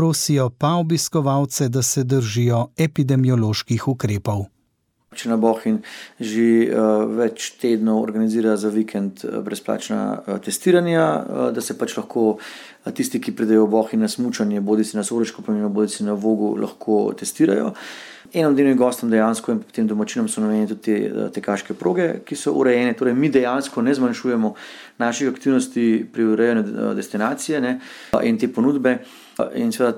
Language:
Slovenian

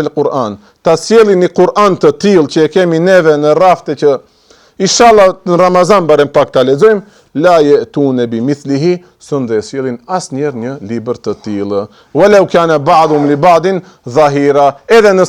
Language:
Albanian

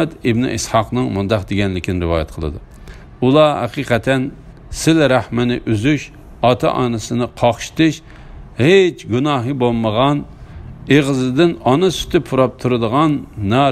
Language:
Uyghur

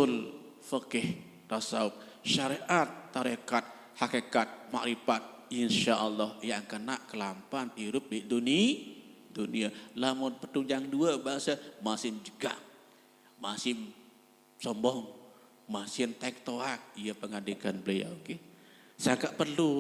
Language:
Sasak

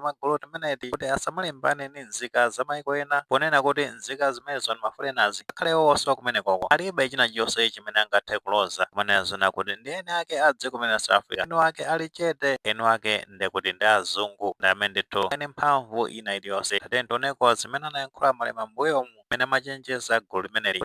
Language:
Nyanja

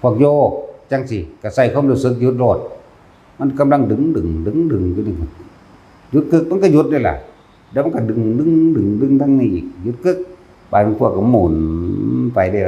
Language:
Northeastern Thai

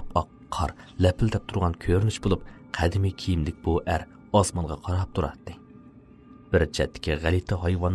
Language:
Uyghur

